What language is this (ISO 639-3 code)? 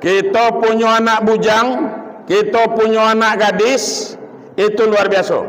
min